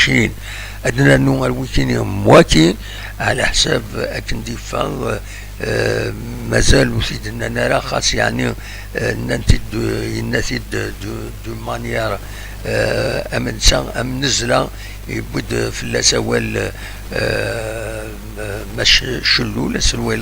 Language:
Kabyle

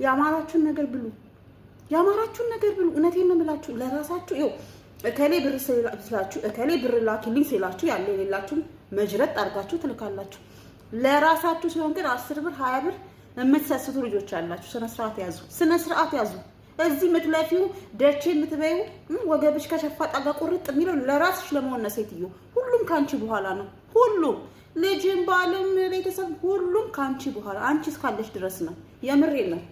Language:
Amharic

